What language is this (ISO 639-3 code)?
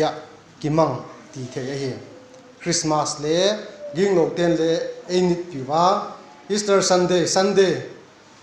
vap